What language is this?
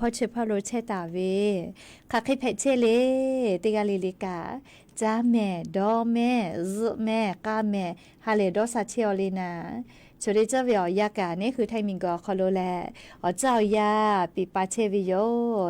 Lahu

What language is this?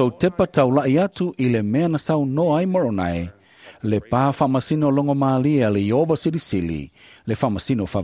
Samoan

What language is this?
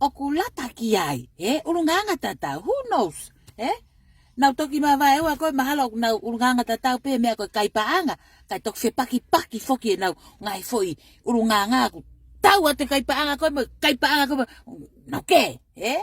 Tongan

